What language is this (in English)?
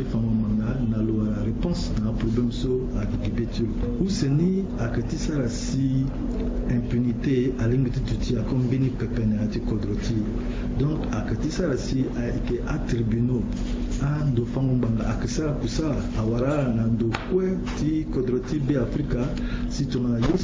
Sango